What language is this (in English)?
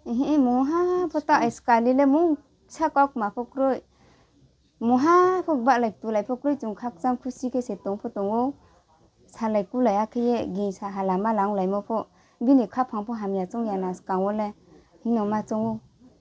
Riang (India)